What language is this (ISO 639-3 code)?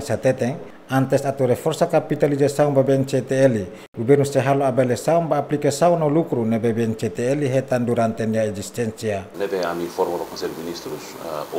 tet